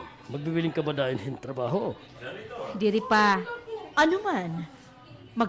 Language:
Waray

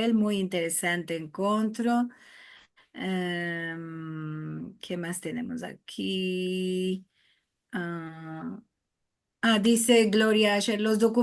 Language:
Ladino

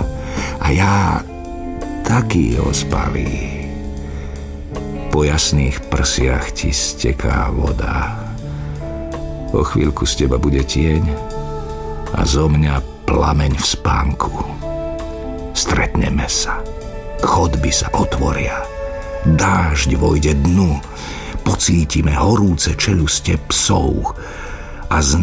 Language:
Slovak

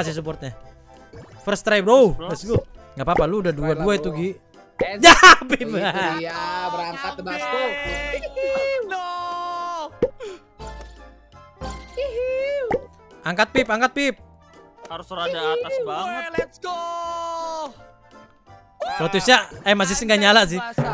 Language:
Indonesian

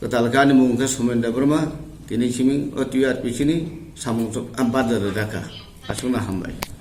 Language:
Kok Borok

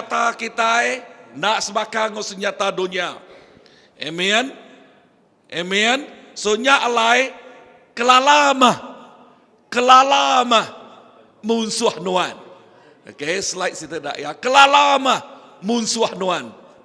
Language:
Iban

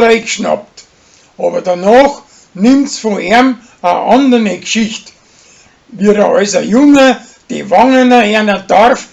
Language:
Bavarian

